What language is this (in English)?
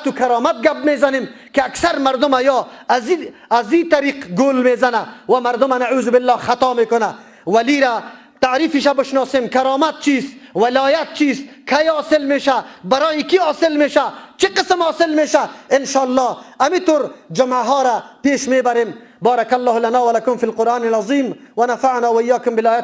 Persian